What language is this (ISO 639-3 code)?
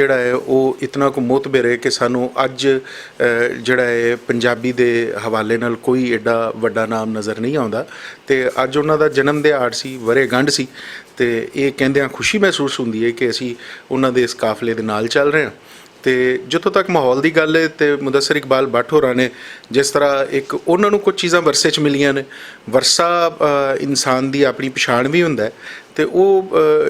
lah